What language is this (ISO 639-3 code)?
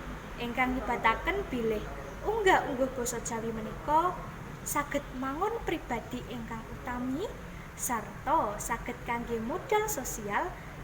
jav